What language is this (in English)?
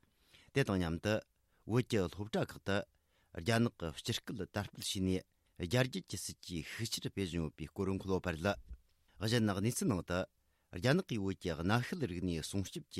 Tibetan